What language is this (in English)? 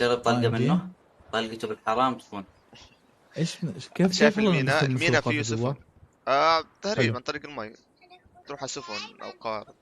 North Levantine Arabic